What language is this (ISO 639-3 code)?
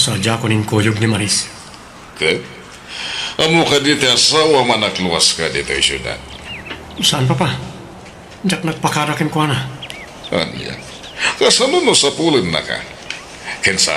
ilo